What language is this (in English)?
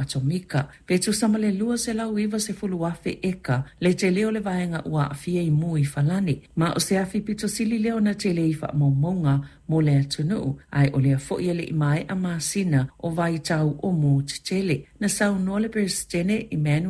Samoan